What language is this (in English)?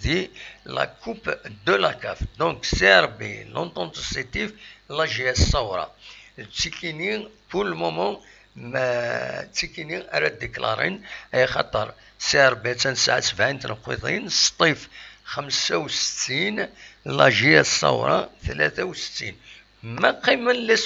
Kabyle